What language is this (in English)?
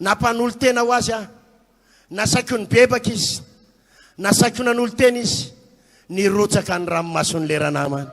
Malagasy